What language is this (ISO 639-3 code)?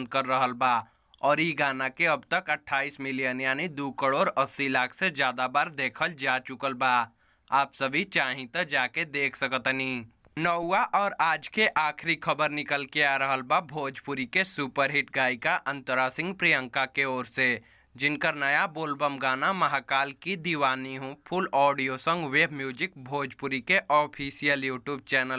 bho